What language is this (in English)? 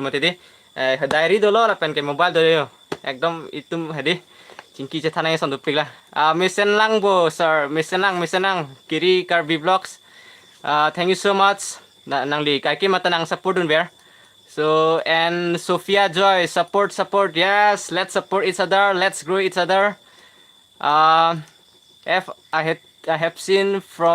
Karbi